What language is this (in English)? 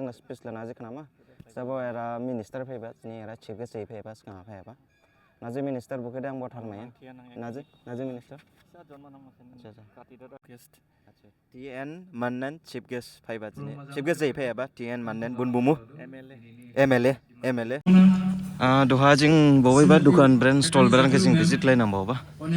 Dimasa